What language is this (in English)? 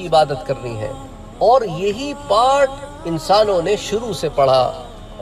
Urdu